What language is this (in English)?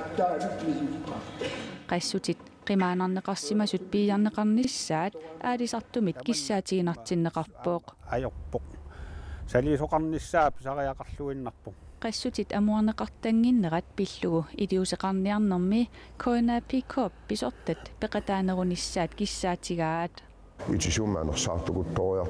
Kalaallisut